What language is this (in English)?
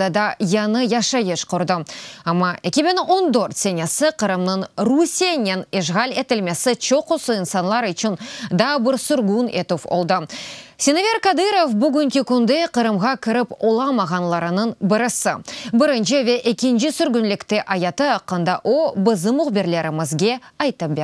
Crimean Tatar